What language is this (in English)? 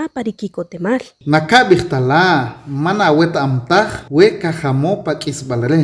Achi